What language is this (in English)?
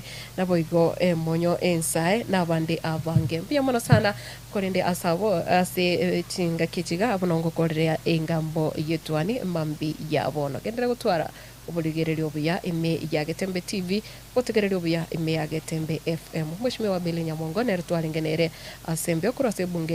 Gusii